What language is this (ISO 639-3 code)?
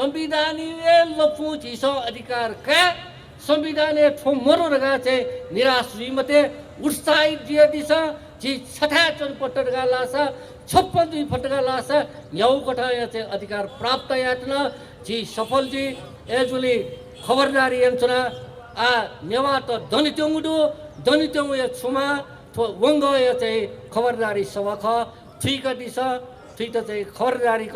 new